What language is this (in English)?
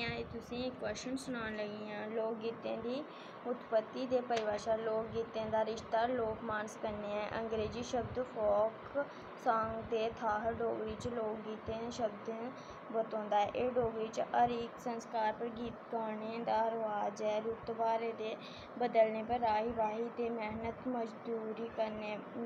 Dogri